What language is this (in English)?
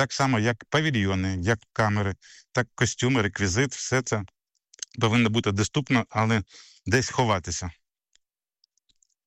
Ukrainian